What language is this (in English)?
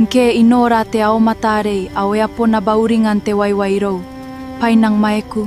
Gilbertese